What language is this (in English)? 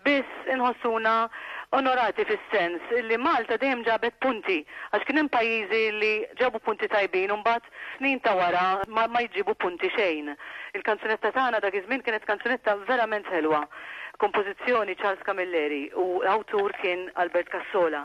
Maltese